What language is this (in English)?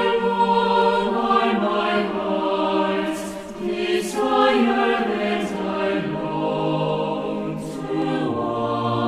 South Bolivian Quechua